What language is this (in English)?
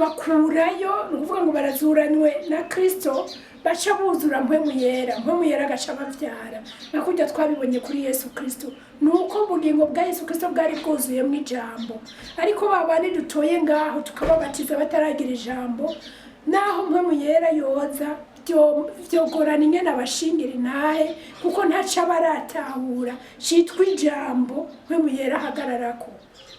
Rundi